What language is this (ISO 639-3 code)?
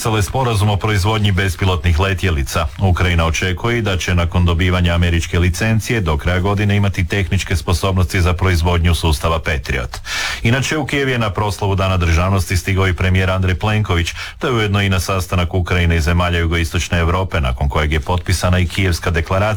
hrv